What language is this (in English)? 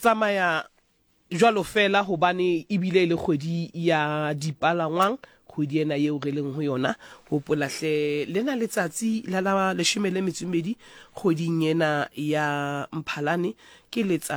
Southern Sotho